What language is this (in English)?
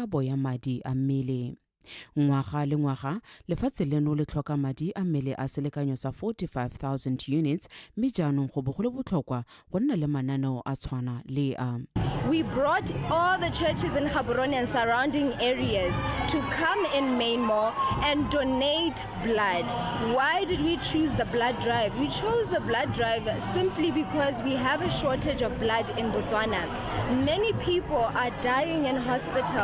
Tswana